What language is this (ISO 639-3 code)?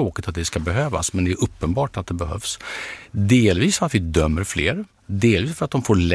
swe